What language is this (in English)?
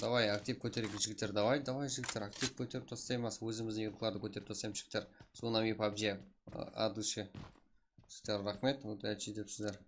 Kara-Kalpak